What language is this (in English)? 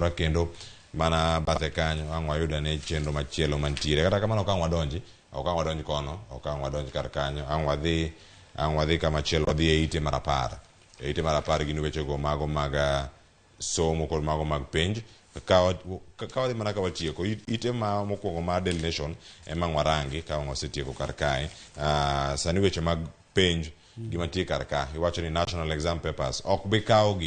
Luo (Kenya and Tanzania)